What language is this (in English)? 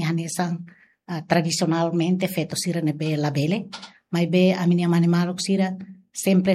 Tetum